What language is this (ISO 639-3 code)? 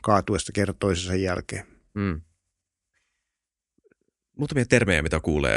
fin